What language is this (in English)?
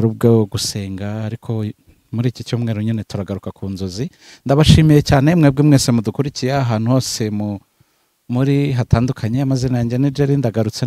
Kinyarwanda